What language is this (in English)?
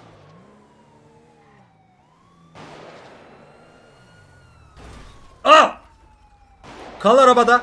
Turkish